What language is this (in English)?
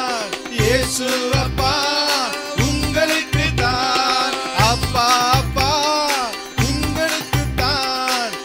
Tamil